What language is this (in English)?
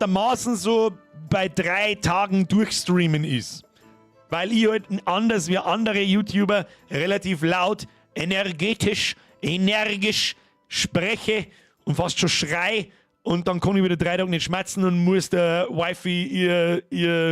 Bavarian